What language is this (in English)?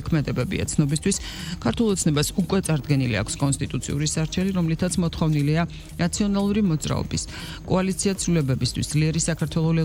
Georgian